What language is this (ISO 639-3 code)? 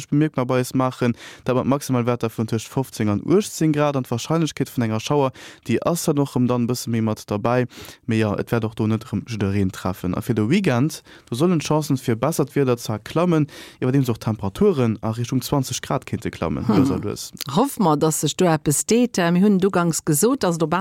ltz